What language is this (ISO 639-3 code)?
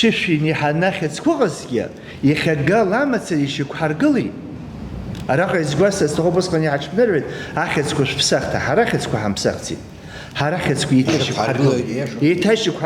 abk